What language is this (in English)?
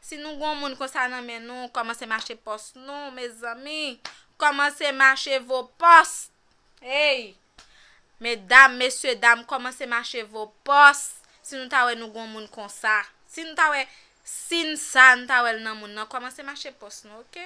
Haitian Creole